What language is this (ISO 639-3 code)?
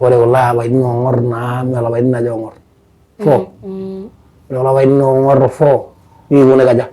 mas